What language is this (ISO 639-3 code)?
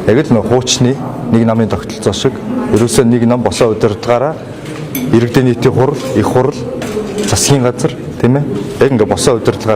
mon